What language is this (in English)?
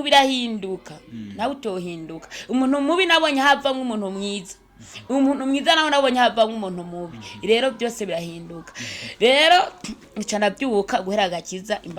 Rundi